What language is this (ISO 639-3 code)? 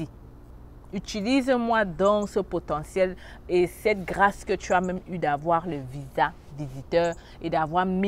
fra